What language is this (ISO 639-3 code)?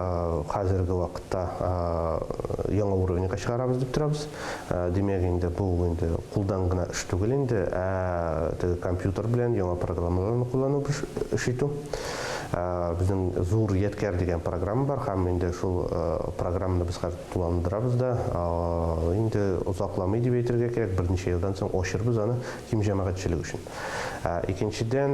tat